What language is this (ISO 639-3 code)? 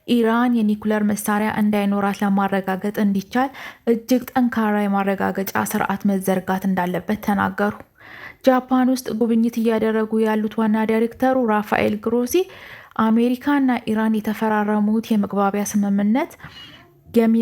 amh